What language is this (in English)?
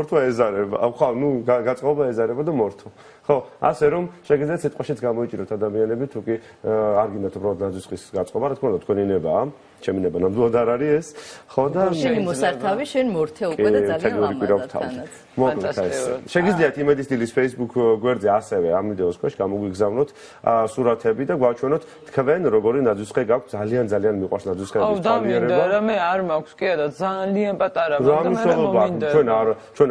Georgian